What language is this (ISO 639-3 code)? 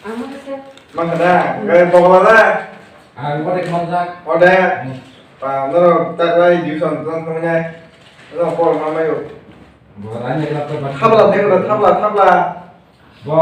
trp